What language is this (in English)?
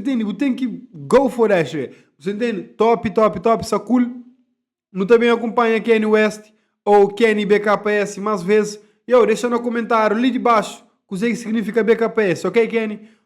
Kabuverdianu